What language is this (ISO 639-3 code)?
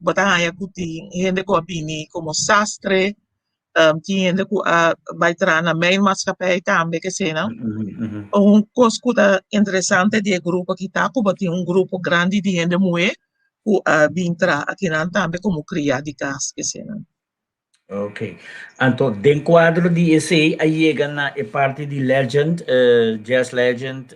pap